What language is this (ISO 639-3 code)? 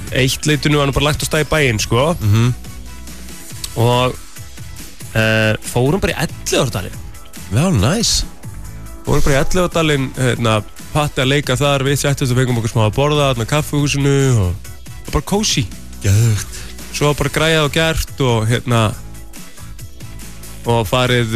isl